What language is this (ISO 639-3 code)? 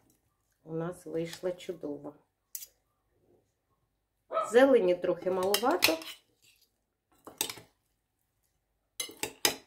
ukr